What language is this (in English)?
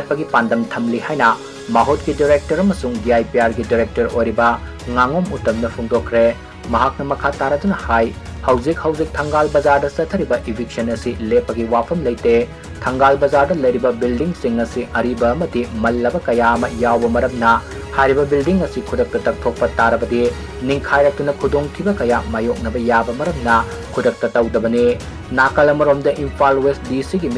Manipuri